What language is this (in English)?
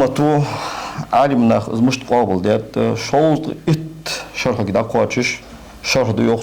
Ingush